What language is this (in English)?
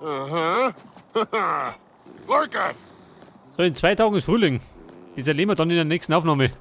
Bavarian